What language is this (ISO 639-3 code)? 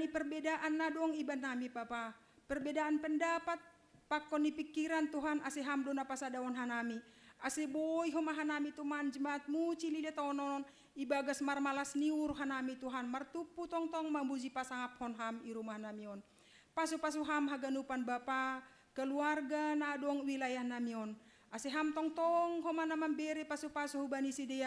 bts